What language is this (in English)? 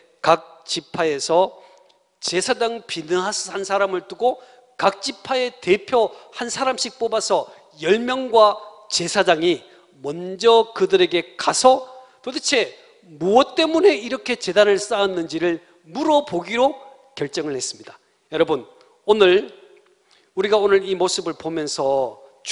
Korean